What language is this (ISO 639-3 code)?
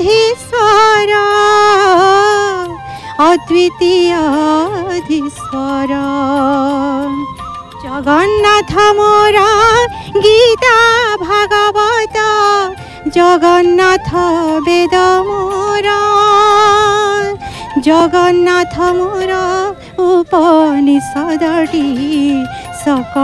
ori